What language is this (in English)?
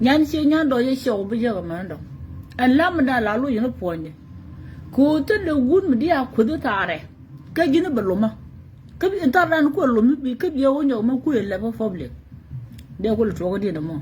Nuer